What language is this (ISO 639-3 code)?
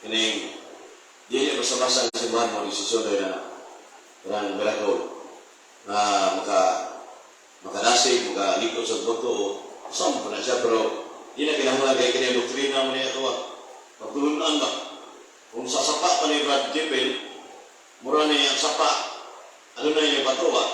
ceb